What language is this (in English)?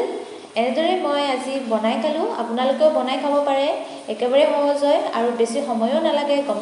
Assamese